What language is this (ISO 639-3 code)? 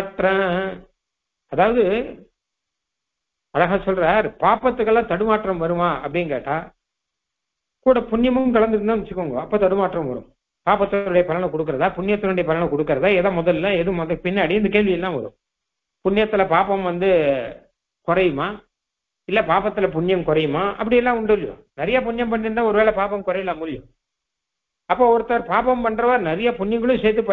tam